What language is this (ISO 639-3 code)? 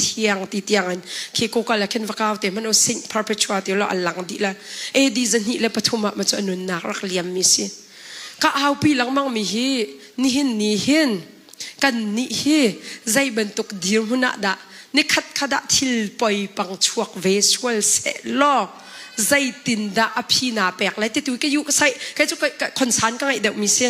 cnh